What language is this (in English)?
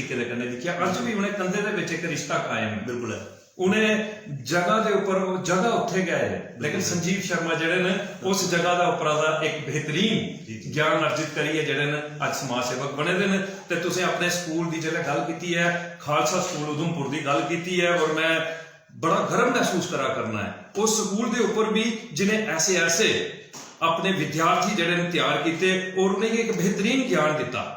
Dogri